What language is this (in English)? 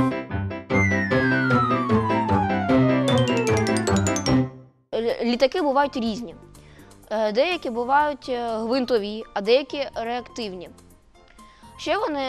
Ukrainian